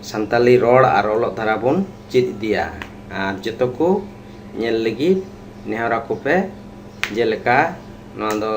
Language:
Santali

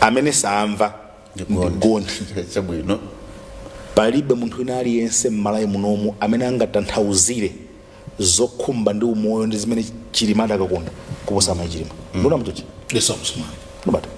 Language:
Nyanja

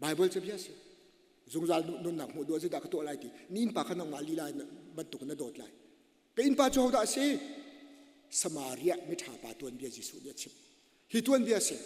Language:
Hakha Chin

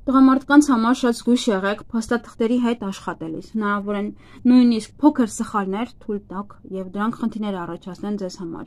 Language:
Armenian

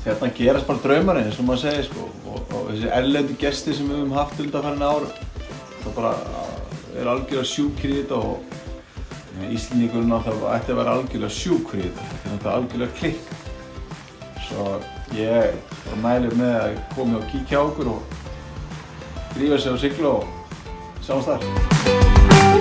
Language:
Icelandic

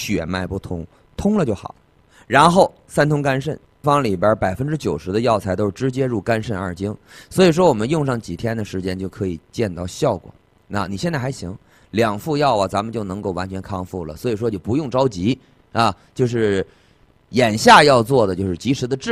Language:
Chinese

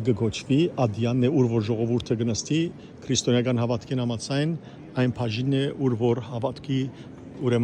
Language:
Western Armenian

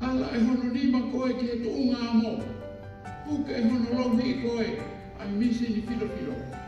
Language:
Tongan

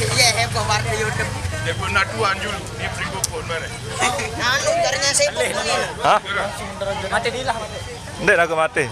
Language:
Sasak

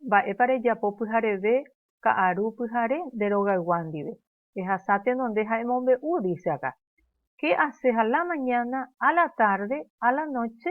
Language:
Guarani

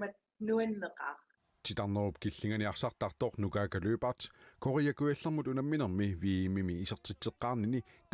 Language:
Kalaallisut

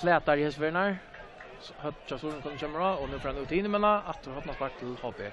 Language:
Faroese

